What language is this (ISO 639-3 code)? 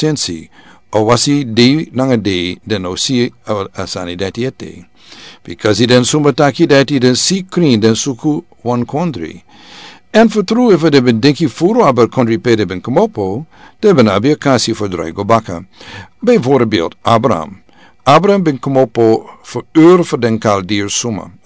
srn